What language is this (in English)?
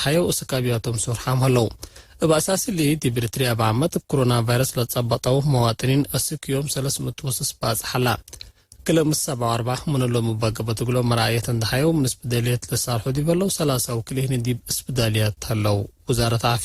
Tigre